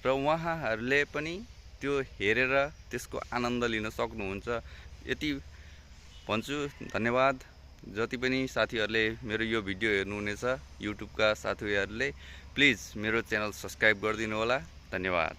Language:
Nepali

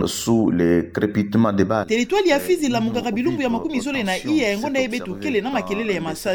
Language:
Kituba (Democratic Republic of Congo)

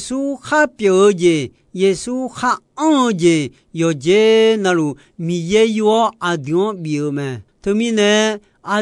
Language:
Akha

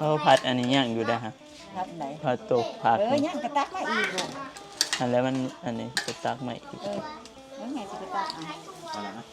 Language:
Northeastern Thai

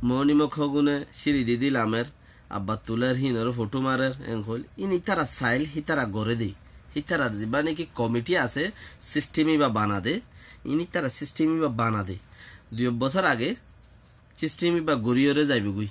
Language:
Rohingya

